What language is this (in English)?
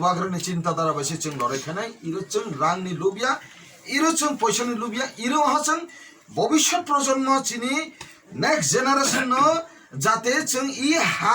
Kok Borok